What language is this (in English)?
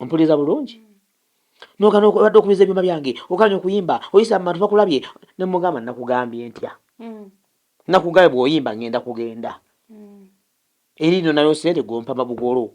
Ganda